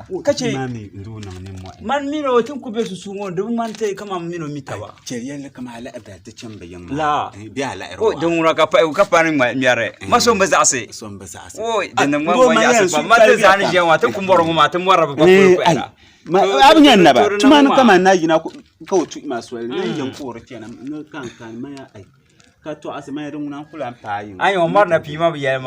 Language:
Dagbani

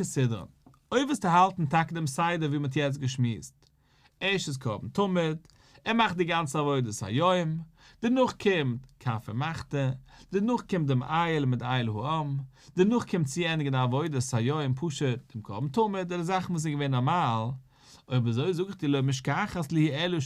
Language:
Yiddish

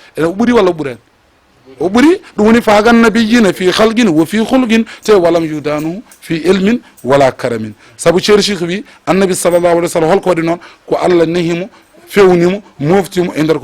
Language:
Fula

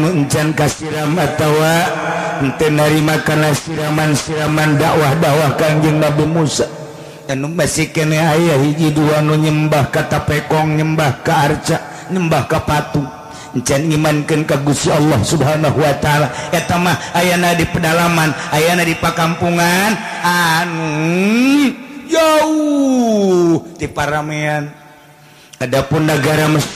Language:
Sundanese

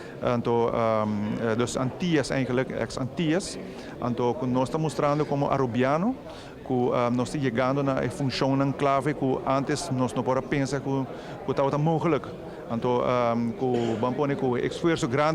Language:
Papiamento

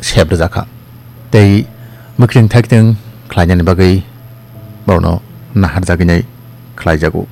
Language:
Kok Borok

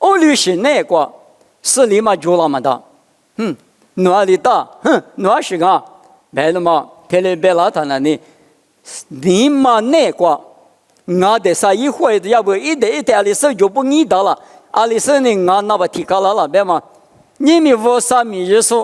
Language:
Lisu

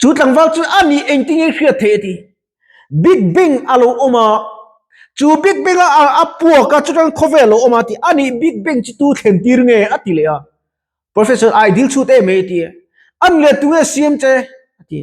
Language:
Mizo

